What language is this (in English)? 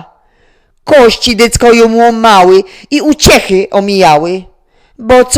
Silesian